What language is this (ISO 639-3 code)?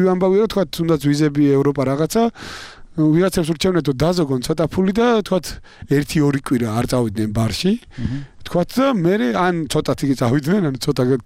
kat